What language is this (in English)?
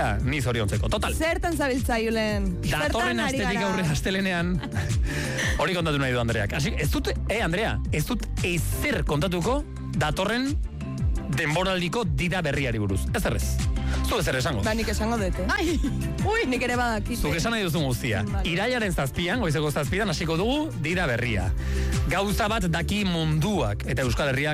Basque